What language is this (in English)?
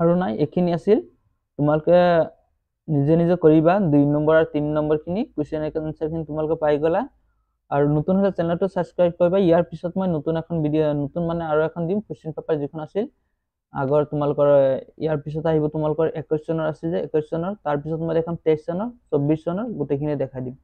Assamese